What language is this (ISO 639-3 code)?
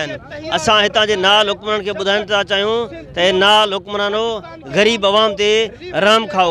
snd